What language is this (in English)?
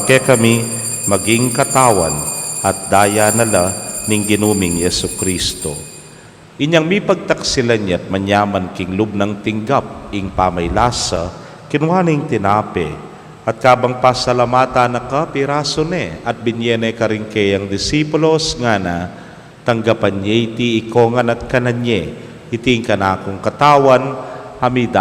Pampanga